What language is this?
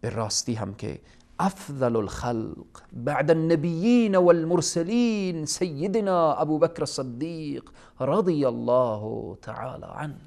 Persian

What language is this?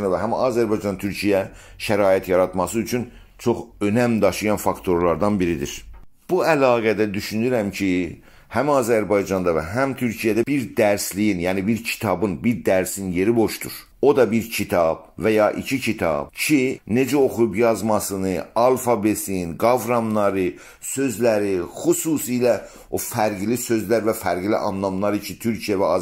South Azerbaijani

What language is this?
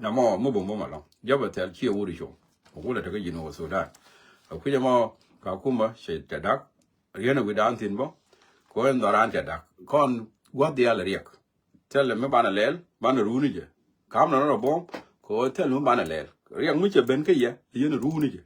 Nuer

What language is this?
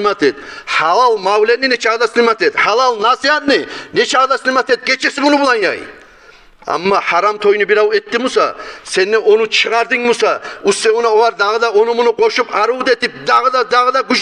Kumyk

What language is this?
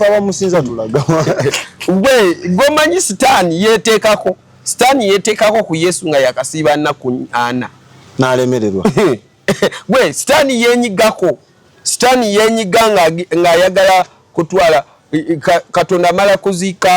Ganda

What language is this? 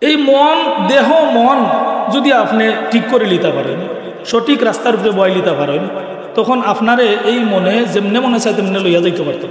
Sylheti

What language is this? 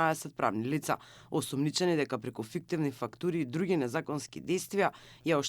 Macedonian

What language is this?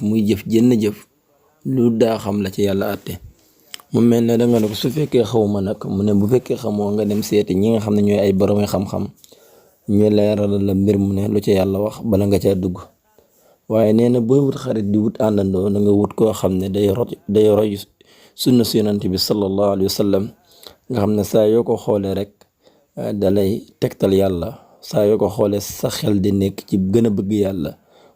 Wolof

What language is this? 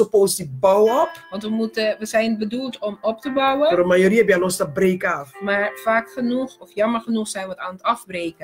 Papiamento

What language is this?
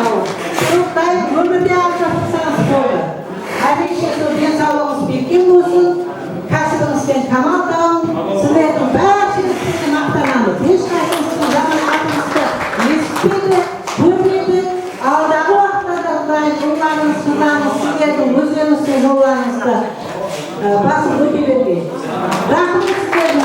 Kara-Kalpak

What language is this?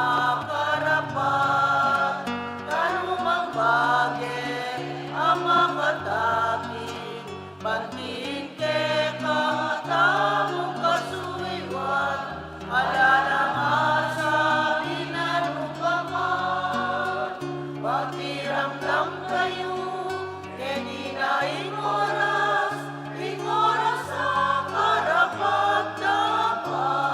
Pampanga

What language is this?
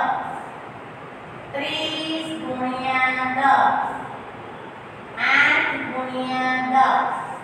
Gujarati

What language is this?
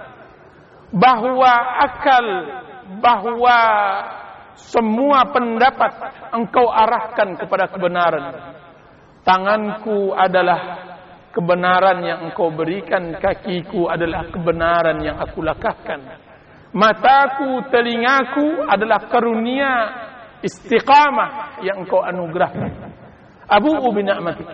Indonesian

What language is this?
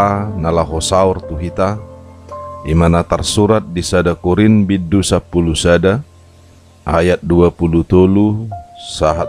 Batak Toba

